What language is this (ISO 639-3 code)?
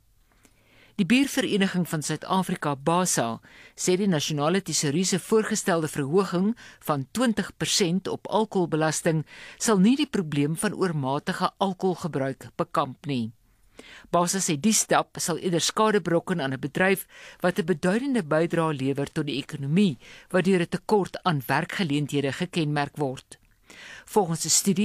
afr